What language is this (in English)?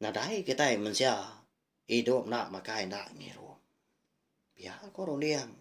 Iban